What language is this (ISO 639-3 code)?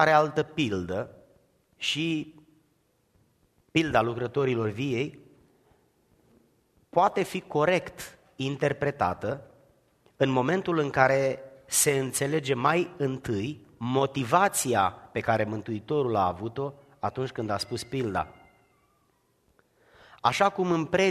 ron